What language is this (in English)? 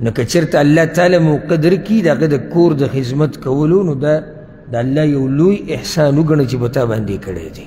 Pashto